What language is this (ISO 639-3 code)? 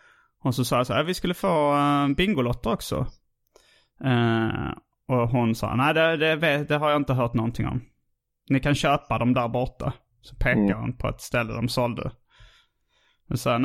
swe